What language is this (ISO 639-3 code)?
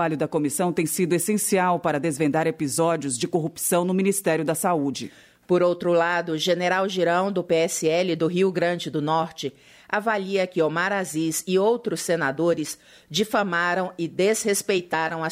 por